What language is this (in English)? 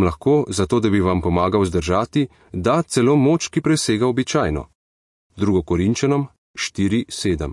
Slovenian